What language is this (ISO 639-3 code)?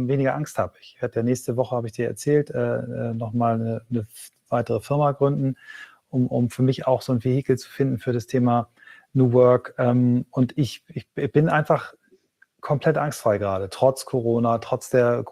deu